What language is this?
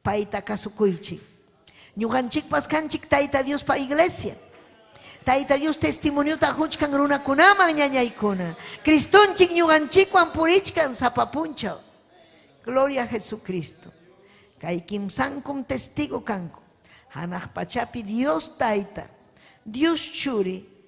Ayacucho Quechua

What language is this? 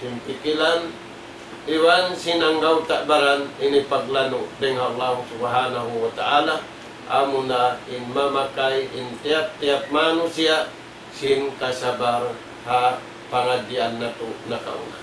Tausug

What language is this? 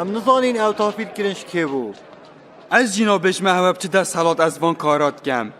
Kurdish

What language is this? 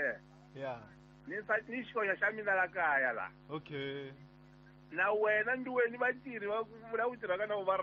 Tsonga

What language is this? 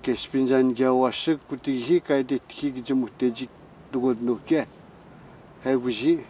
Atikamekw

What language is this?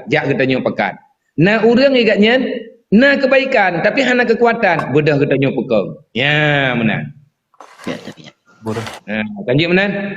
Achinese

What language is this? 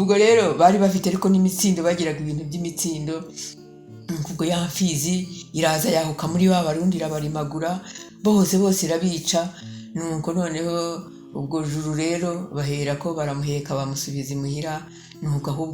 Kinyarwanda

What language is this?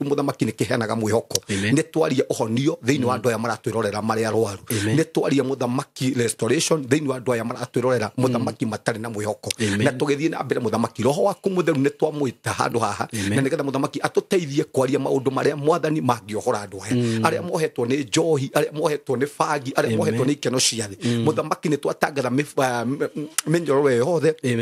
Kikuyu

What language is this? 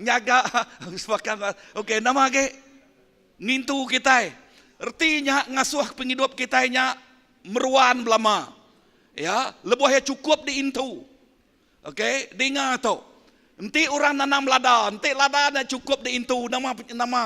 Iban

